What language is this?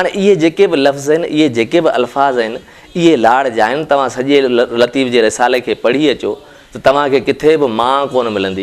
Sindhi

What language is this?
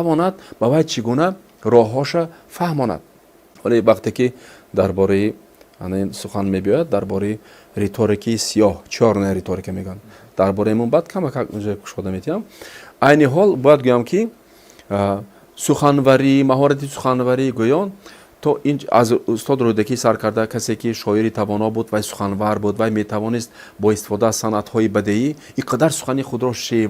Tajik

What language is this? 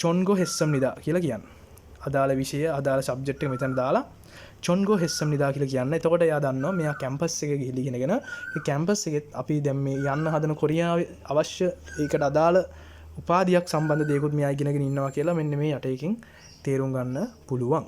Sinhala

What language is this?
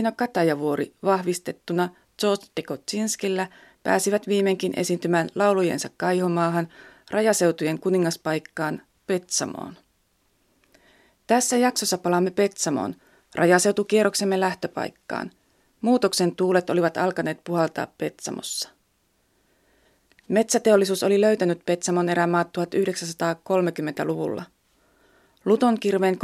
Finnish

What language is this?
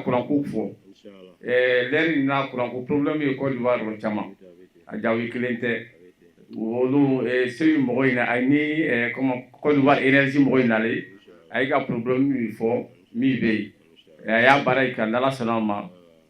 Bambara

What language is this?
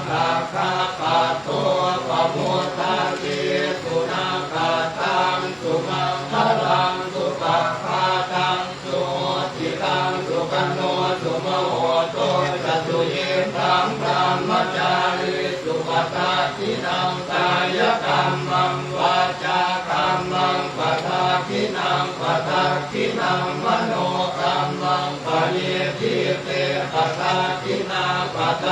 Pali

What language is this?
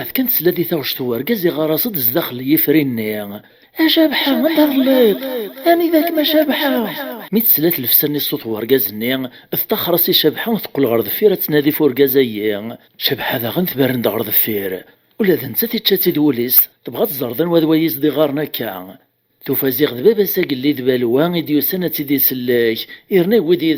Kabyle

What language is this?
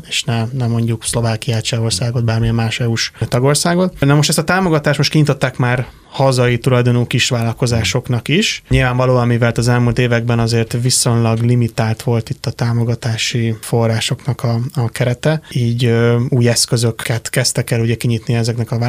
Hungarian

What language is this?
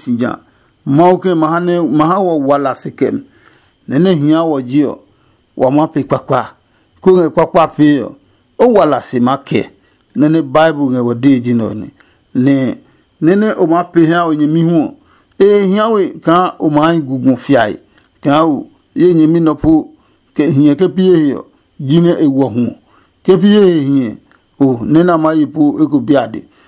Adangme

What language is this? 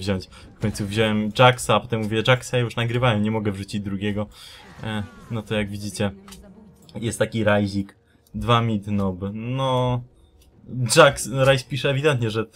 Polish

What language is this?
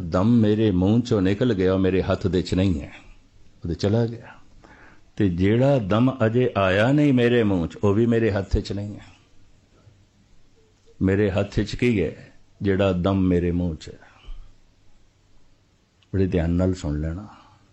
Punjabi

